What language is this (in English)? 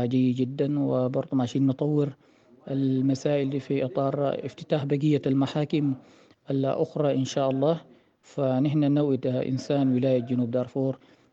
Sudanese Arabic